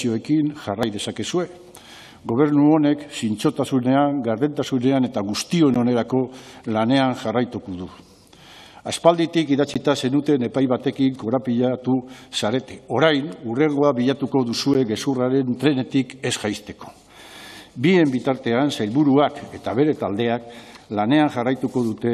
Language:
Basque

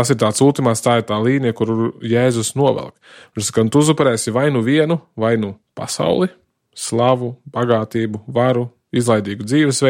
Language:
Latvian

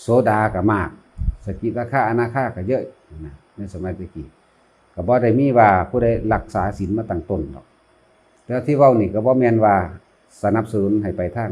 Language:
Northeastern Thai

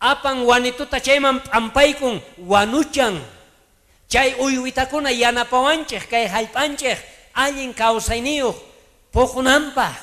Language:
South Bolivian Quechua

